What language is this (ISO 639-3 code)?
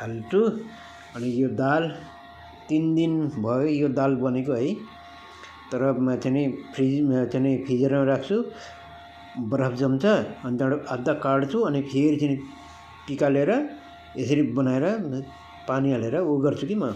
nep